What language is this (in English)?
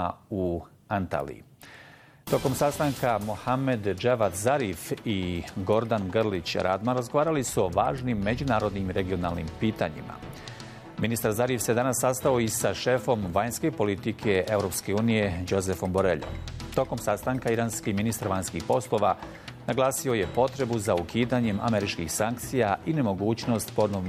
Bosnian